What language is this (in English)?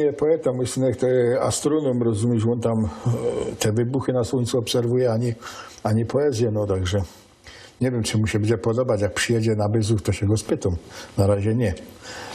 Silesian